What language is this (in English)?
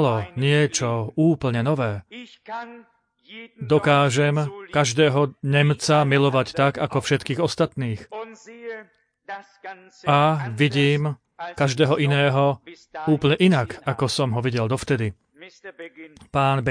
Slovak